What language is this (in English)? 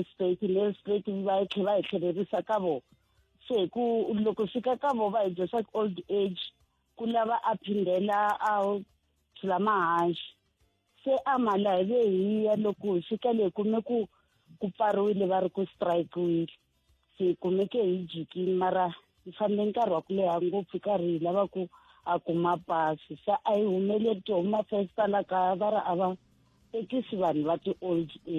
Tsonga